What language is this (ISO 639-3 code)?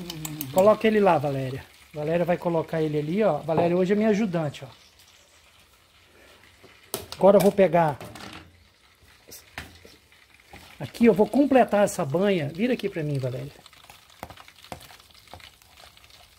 por